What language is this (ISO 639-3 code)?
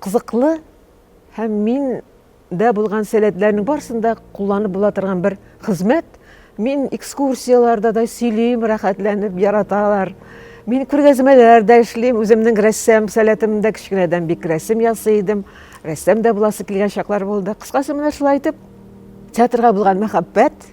tat